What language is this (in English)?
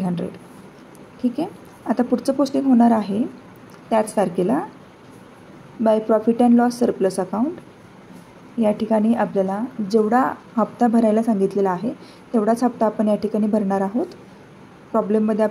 Marathi